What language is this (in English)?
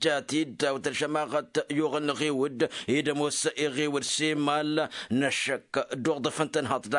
Tamasheq